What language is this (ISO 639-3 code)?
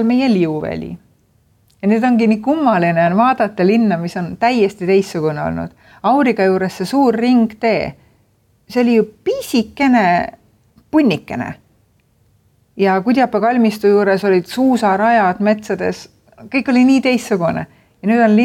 est